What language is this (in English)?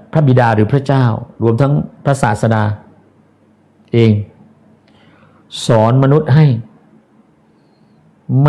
Thai